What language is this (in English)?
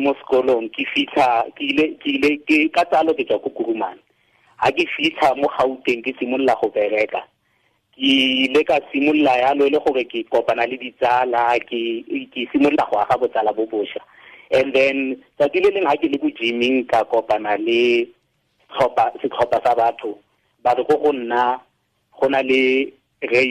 Tswana